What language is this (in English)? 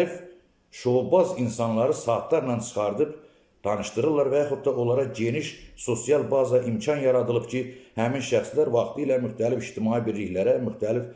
Azerbaijani